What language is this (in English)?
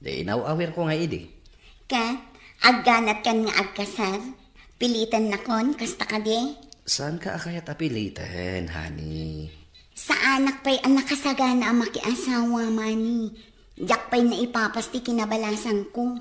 Iloko